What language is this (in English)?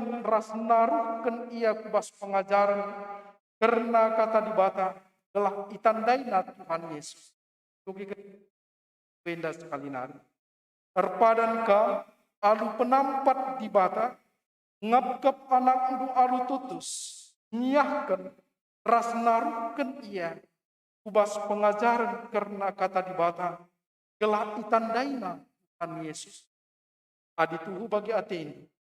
Batak Karo